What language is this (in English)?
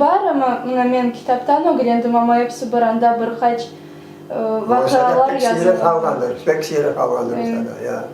Crimean Tatar